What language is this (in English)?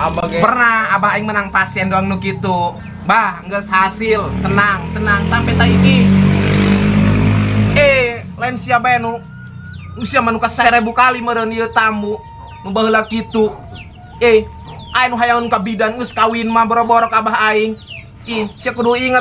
Sundanese